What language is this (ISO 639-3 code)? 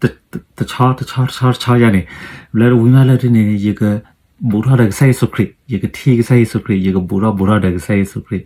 ksw